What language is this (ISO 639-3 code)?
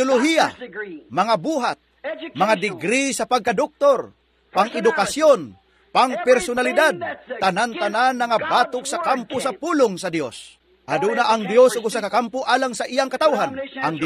ceb